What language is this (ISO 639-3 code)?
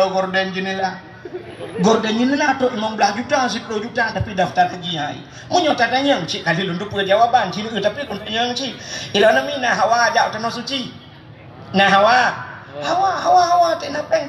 ace